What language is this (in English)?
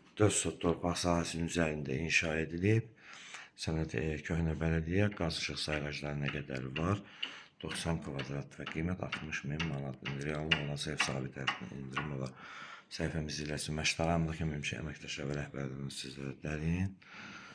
Azerbaijani